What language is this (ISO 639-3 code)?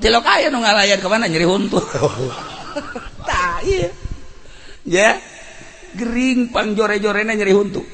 sun